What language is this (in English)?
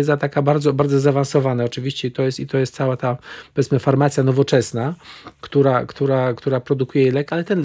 Polish